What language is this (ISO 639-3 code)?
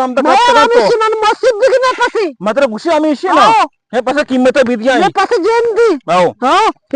bgp